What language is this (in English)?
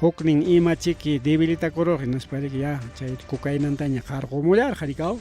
Ayacucho Quechua